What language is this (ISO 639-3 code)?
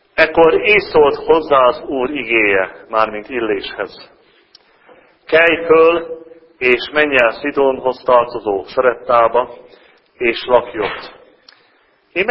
hun